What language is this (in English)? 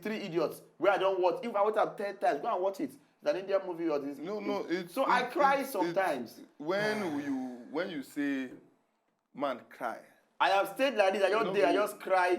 Nigerian Pidgin